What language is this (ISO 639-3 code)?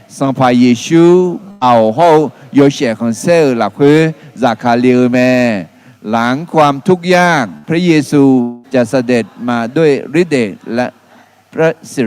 ahk